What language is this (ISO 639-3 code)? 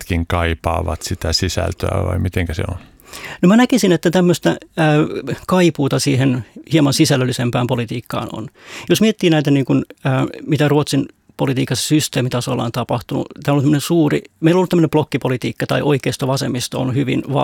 fin